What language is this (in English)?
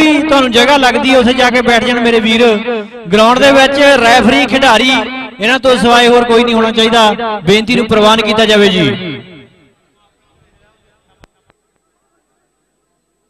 Punjabi